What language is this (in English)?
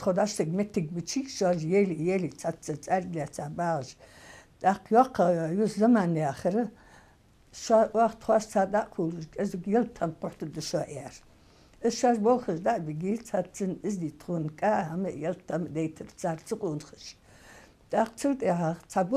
Ingush